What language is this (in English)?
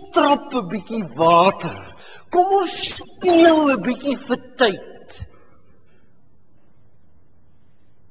Afrikaans